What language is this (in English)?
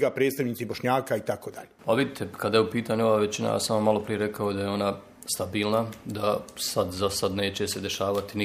Bosnian